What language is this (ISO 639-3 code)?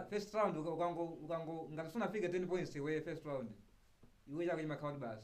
nya